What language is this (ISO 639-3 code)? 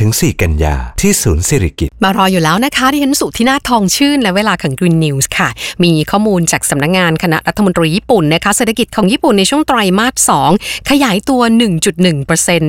tha